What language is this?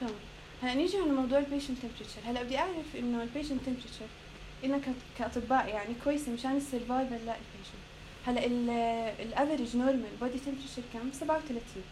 North Levantine Arabic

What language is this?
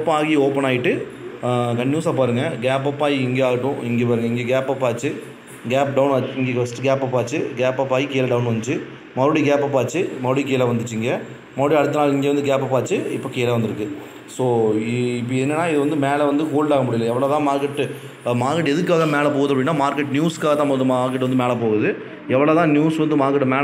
Tamil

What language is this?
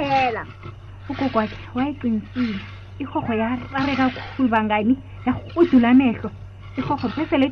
South Ndebele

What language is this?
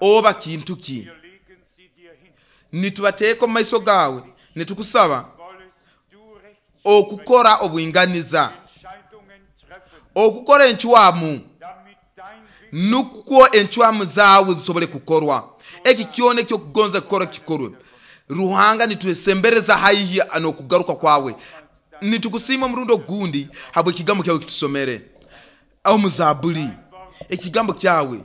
Nyoro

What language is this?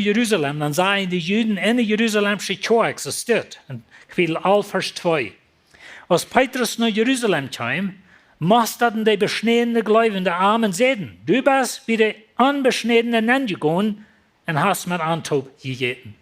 Plautdietsch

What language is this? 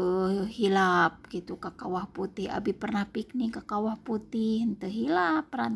Sundanese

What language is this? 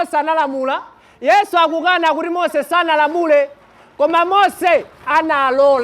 Nyanja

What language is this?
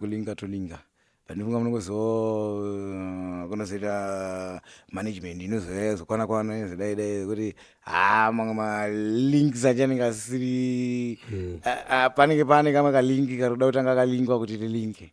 Shona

